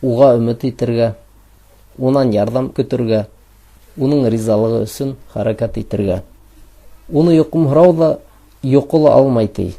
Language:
Bashkir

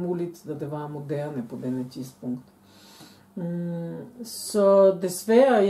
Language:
Danish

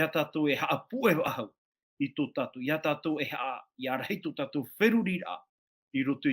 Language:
Tahitian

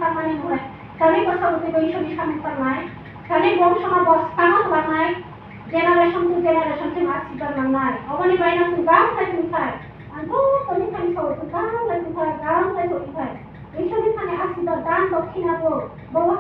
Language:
Kok Borok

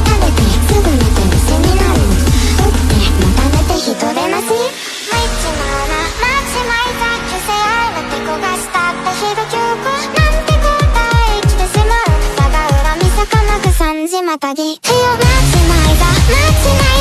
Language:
Japanese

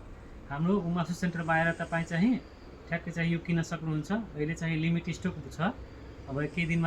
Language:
Nepali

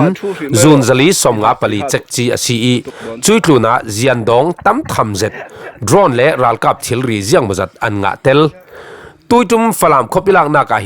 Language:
Falam Chin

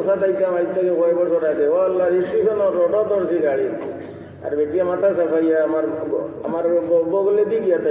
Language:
Sylheti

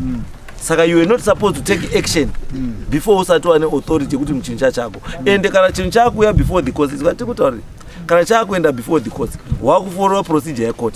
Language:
Shona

